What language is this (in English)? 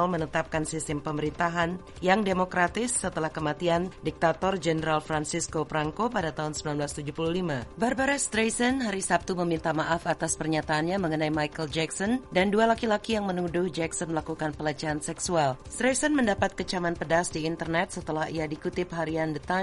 Indonesian